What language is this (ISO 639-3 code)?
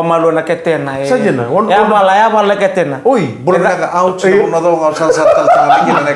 fij